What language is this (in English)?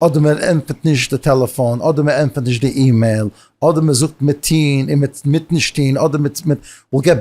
Yiddish